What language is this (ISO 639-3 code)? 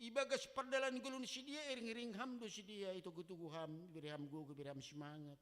bts